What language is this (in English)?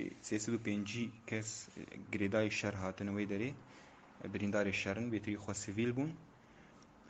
Kurdish